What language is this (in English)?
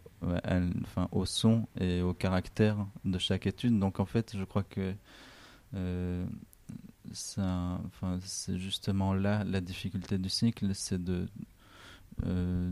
French